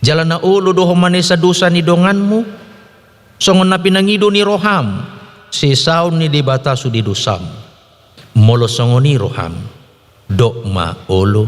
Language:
Batak Toba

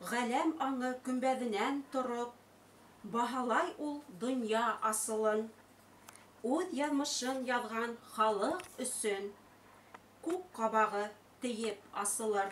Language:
Bashkir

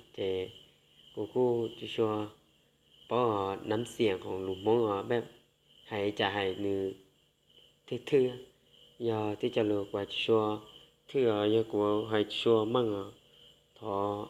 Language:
Hmong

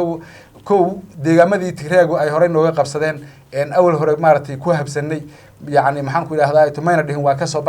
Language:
Somali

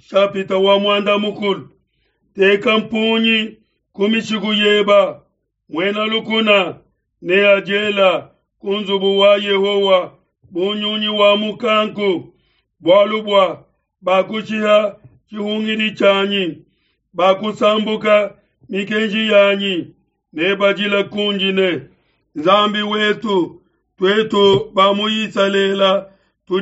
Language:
Luba-Lulua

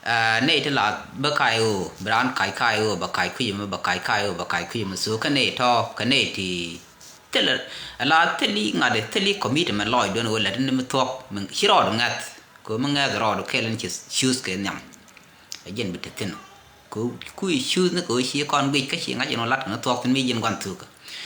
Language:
Nuer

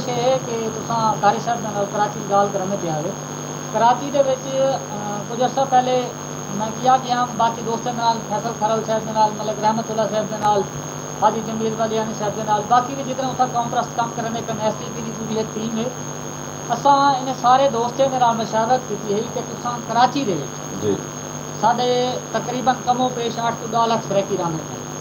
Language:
Saraiki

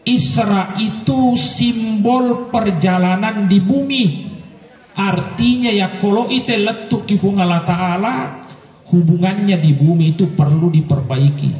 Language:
Buginese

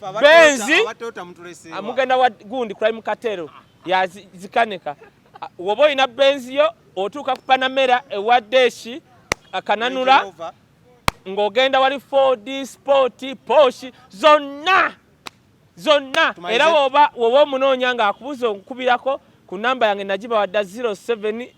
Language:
Ganda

